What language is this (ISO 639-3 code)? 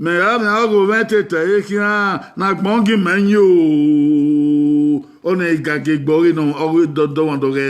bin